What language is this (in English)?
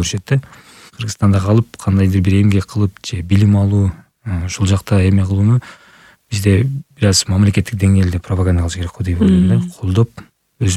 Kyrgyz